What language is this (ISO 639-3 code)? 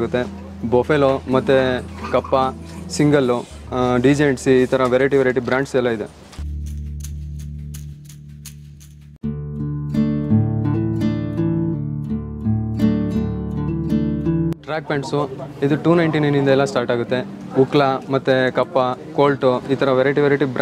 kan